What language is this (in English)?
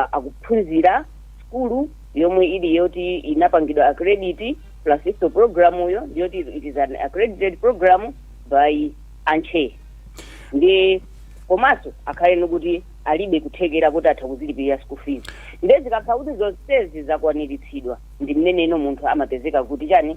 Nyanja